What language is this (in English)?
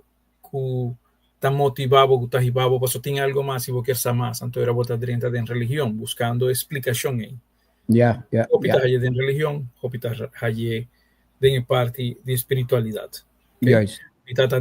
Papiamento